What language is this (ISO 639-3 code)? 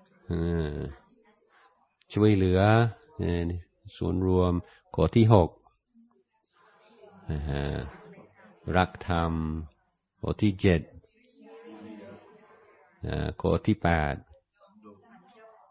tha